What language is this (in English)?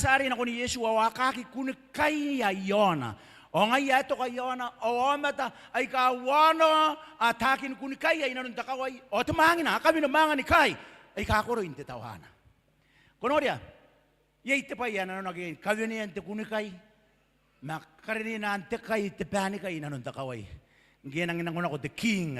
Gilbertese